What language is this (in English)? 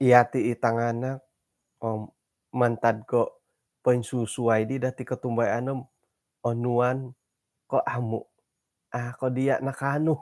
Central Dusun